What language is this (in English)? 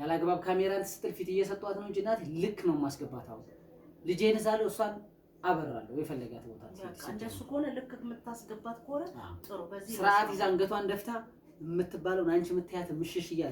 Amharic